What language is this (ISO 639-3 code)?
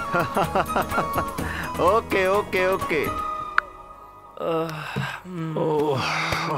pan